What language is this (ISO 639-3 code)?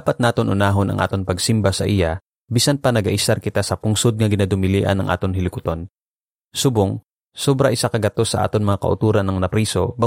hil